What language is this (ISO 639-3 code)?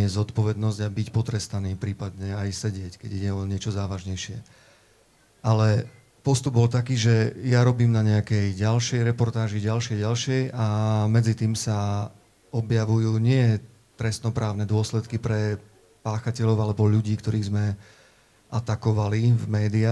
slk